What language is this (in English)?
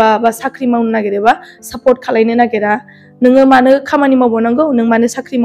Bodo